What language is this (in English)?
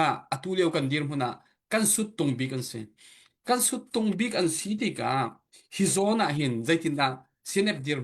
Hakha Chin